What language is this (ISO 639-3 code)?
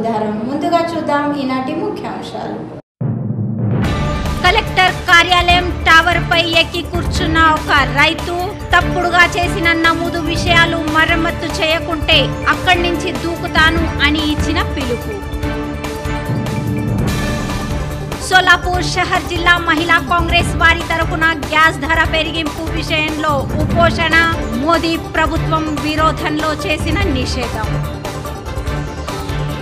tel